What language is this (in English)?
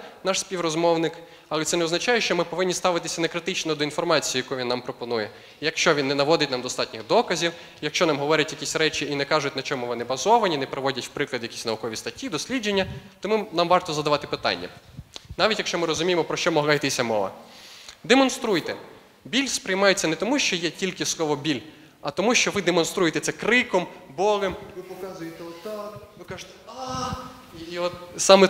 Ukrainian